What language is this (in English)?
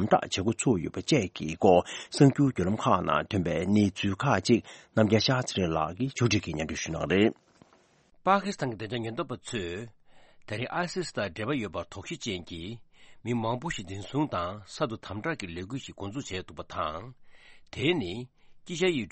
Tibetan